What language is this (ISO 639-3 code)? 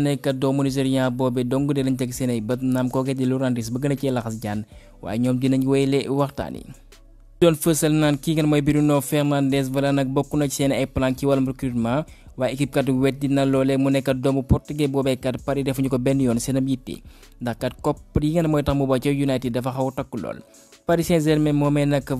wol